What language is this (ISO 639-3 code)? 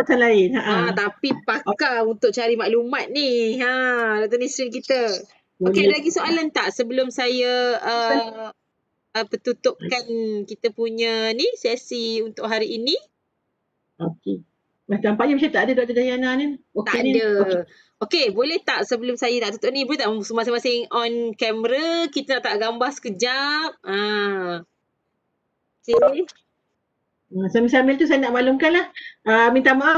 msa